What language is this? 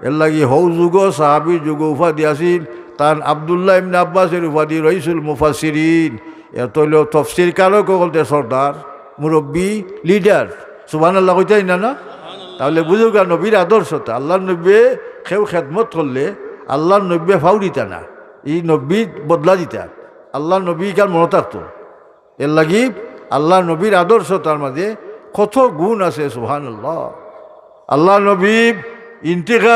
Sylheti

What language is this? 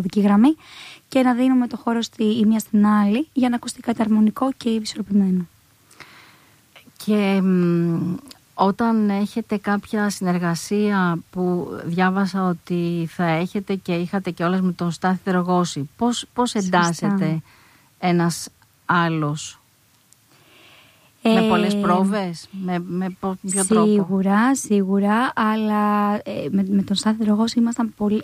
Greek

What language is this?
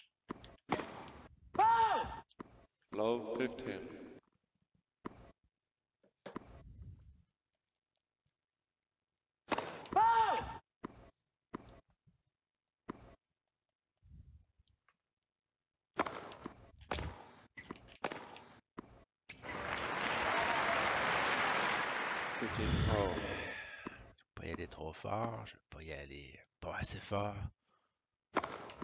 French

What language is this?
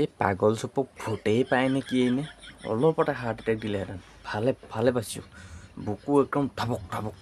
Assamese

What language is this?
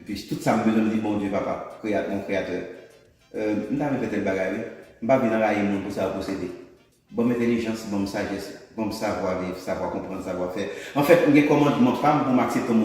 Haitian Creole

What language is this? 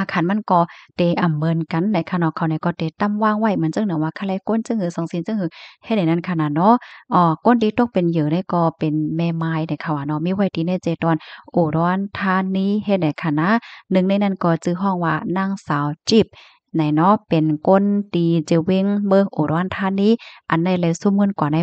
Shan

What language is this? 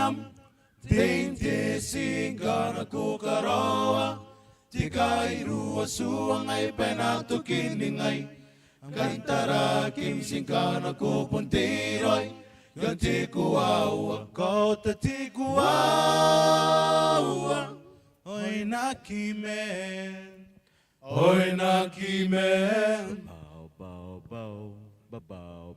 Gilbertese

